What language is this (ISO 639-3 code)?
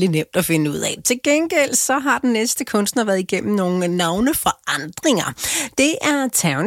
dan